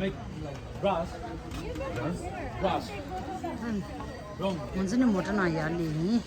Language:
Tibetan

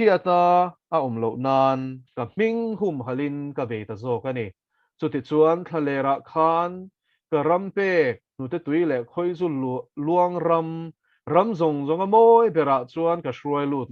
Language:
Mizo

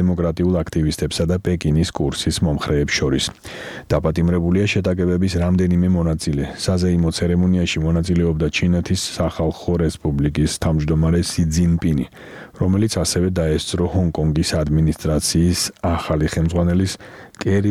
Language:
Georgian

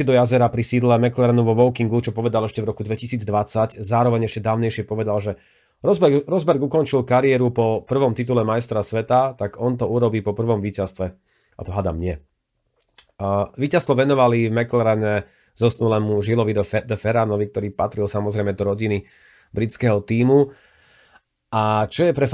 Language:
Slovak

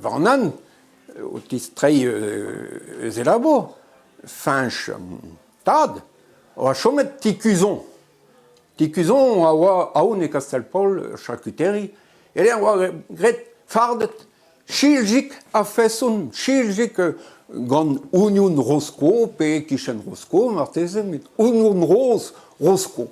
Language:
Breton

